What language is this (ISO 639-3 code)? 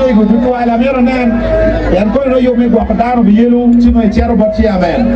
ach